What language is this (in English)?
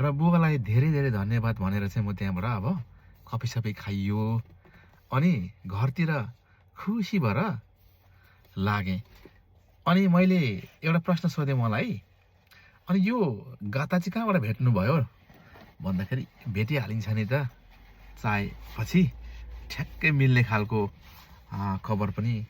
Nepali